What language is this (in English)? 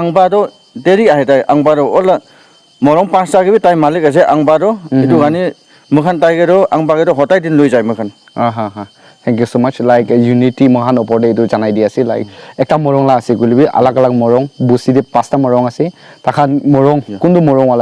Naga Pidgin